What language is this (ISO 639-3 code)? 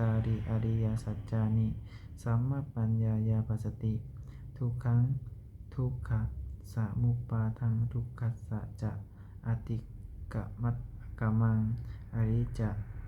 pli